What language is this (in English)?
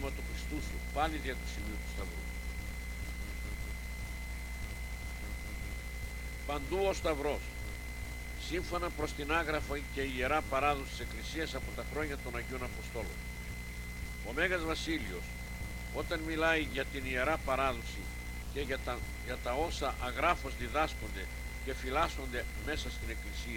Greek